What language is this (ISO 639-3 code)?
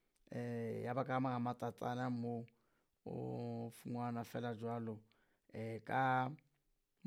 sot